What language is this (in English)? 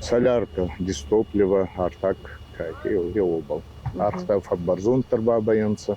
Ossetic